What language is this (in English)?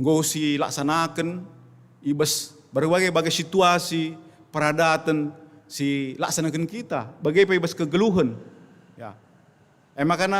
Batak Karo